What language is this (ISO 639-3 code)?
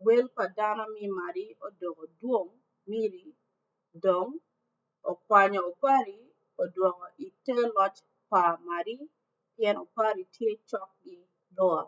ach